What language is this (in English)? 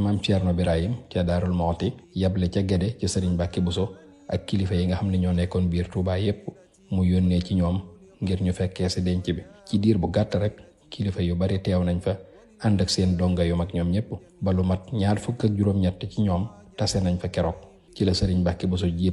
Wolof